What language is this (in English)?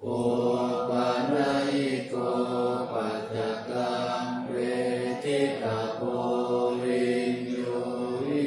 Pali